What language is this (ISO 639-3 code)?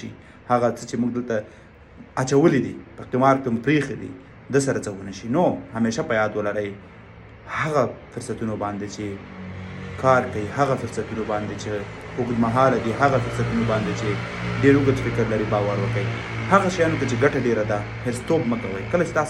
pus